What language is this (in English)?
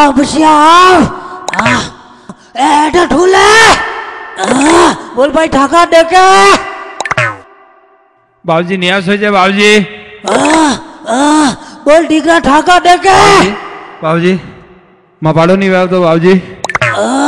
Marwari